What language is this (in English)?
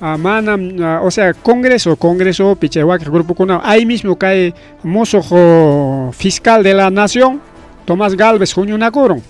Ayacucho Quechua